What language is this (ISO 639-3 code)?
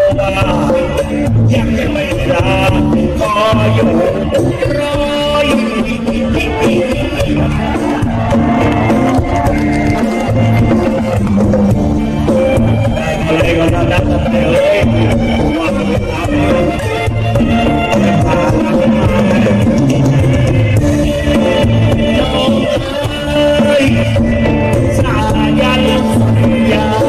tha